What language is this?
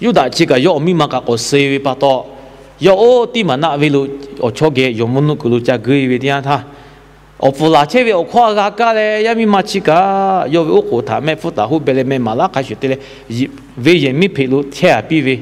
Lahu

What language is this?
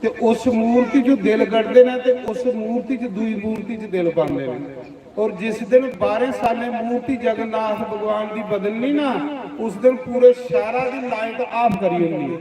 Dogri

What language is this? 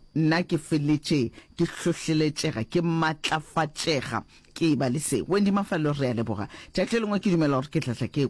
Northern Sotho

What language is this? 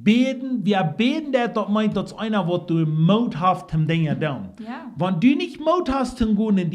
Plautdietsch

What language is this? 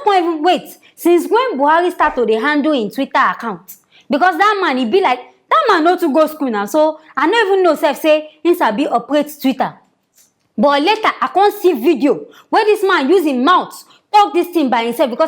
Nigerian Pidgin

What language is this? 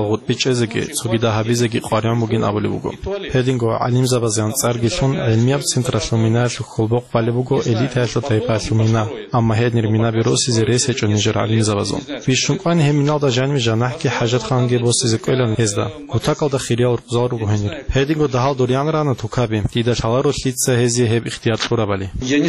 Avaric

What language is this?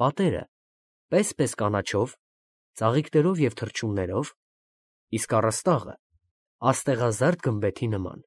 Armenian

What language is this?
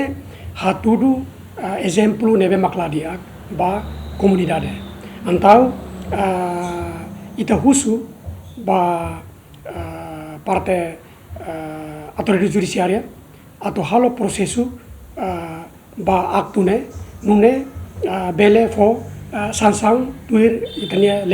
Tetum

